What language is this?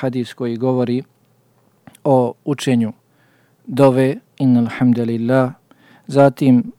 Bosnian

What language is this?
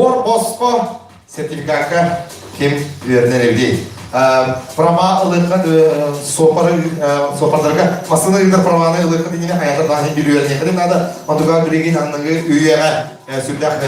Yakut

